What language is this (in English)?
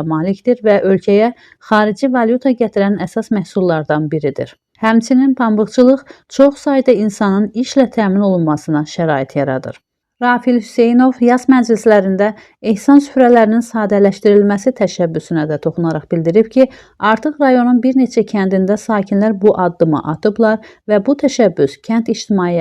Azerbaijani